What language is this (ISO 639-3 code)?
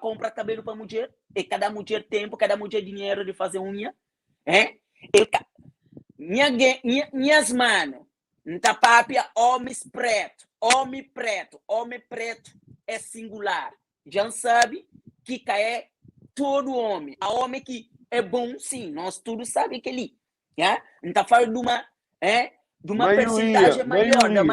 kea